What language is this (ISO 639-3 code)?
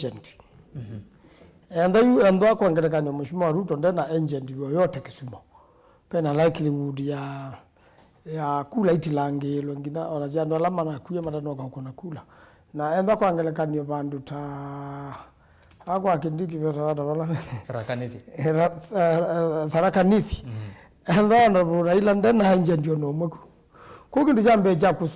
kam